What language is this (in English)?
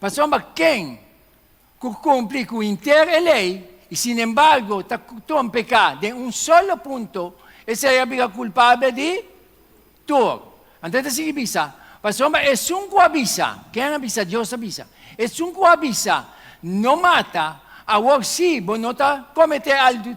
Papiamento